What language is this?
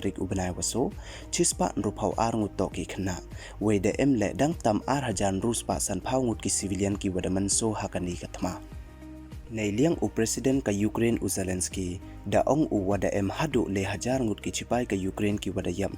Pnar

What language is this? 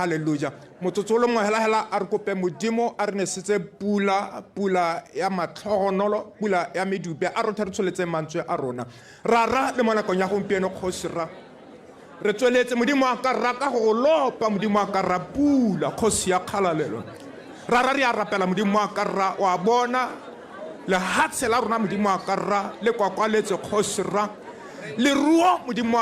Tswana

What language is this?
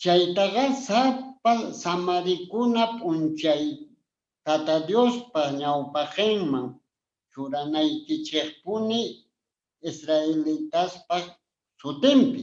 Quechua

